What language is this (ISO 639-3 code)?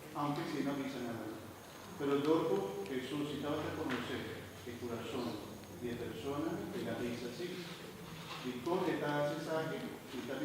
pap